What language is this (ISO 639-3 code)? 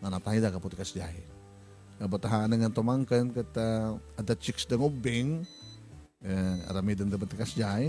ilo